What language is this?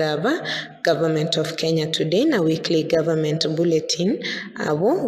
Gusii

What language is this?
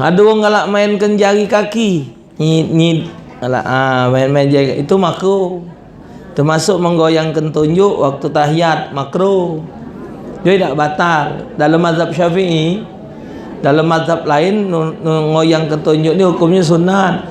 Musi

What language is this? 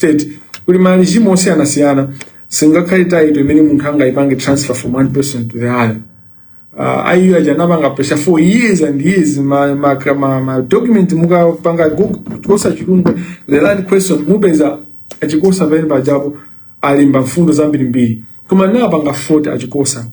Nyanja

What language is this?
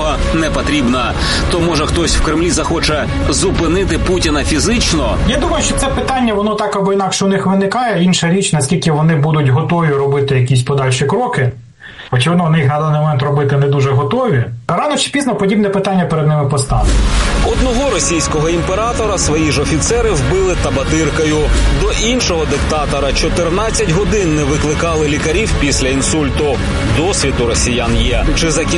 Ukrainian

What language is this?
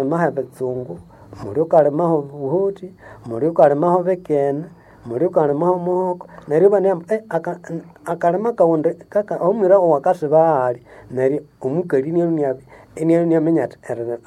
Nande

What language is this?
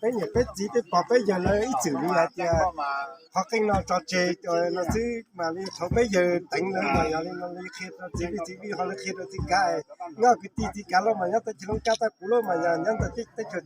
Hmong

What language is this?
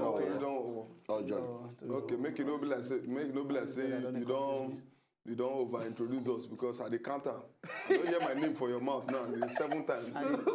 Nigerian Pidgin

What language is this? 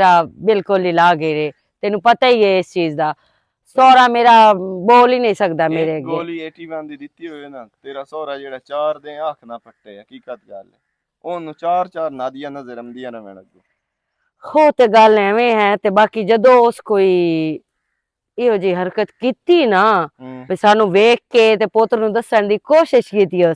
Western Panjabi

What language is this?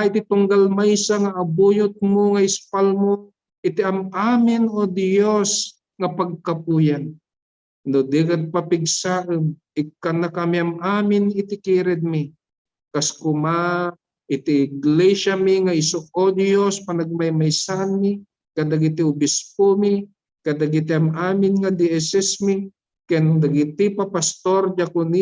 Iloko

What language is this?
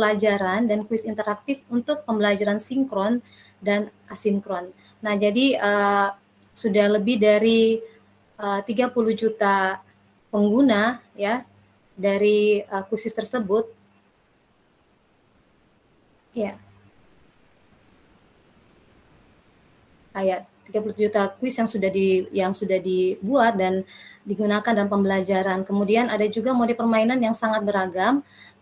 Indonesian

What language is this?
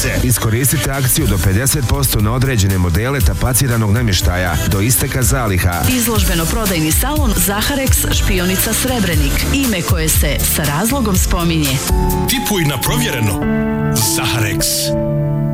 Bosnian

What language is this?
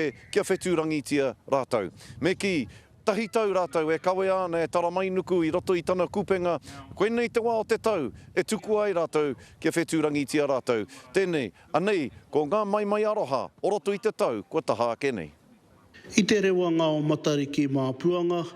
Māori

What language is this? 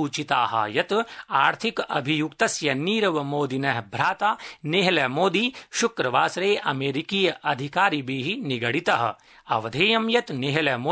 Sanskrit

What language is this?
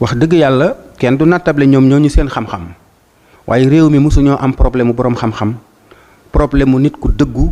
Wolof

